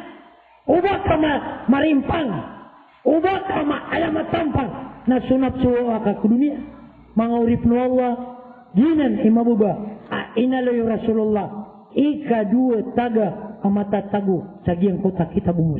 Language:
Maranao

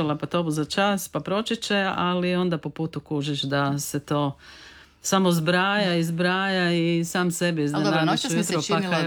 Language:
Croatian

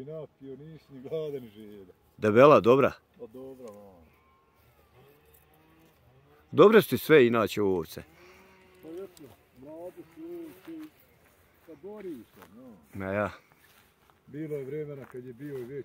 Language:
Bosnian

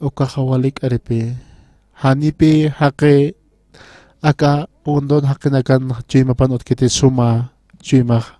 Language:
Aymara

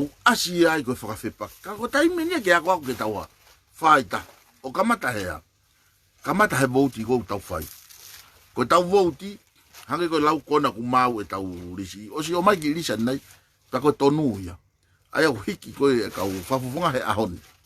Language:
Tongan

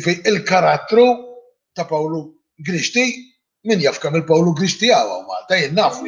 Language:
Maltese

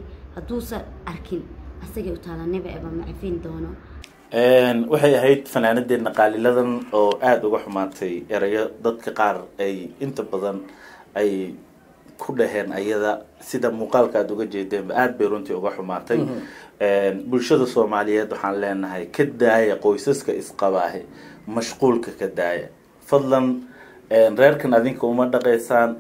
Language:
Somali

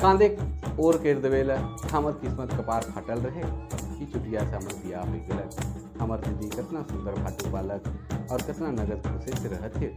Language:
Sadri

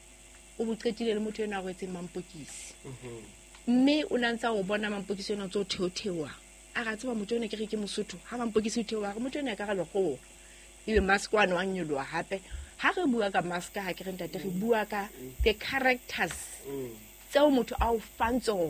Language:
Southern Sotho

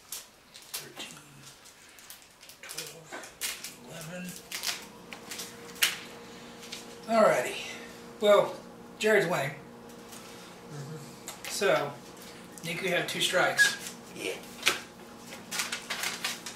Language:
English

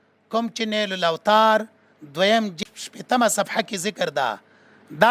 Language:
Pashto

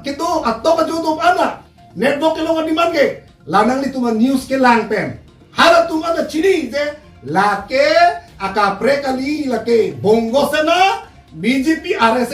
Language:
Karbi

